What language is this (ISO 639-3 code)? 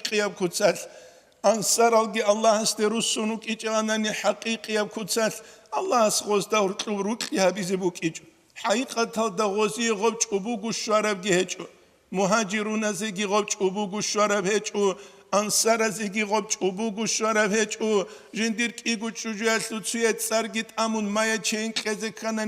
ava